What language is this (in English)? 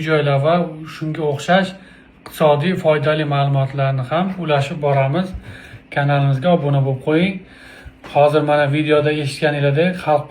Uzbek